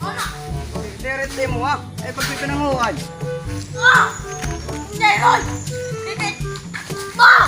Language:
Waray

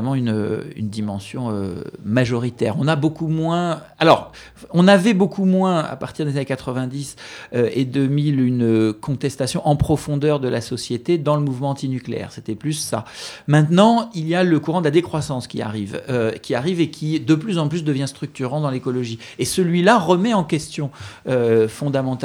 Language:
French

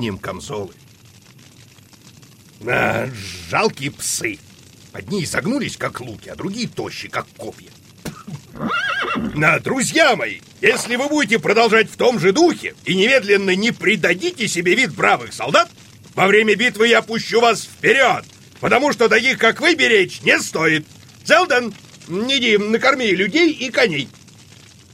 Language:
Russian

